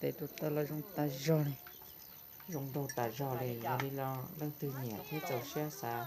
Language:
Hmong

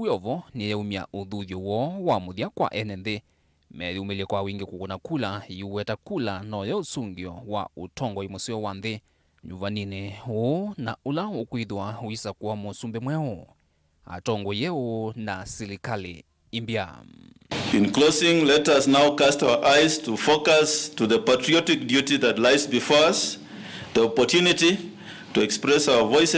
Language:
Kamba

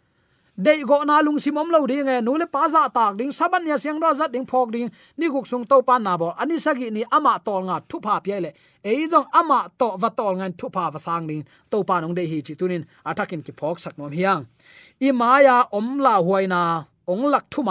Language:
Tedim Chin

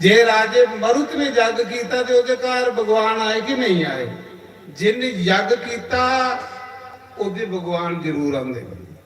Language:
Dogri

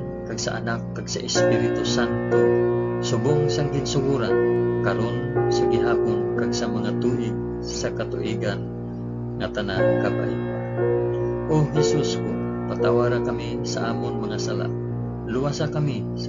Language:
Hiligaynon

